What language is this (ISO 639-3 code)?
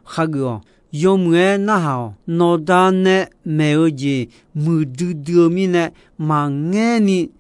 ahk